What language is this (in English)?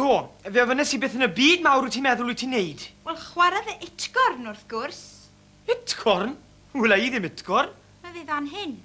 Welsh